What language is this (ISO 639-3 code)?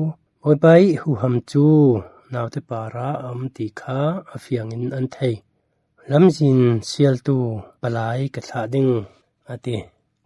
cfm